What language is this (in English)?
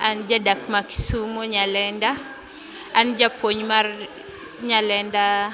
Luo (Kenya and Tanzania)